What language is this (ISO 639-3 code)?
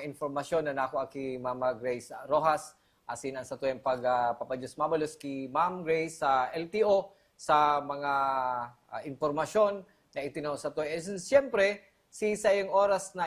bik